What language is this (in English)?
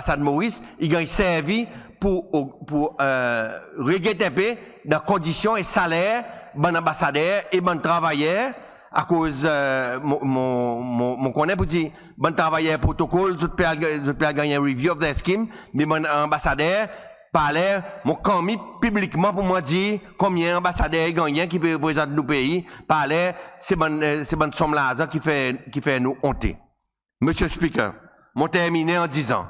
Seselwa Creole French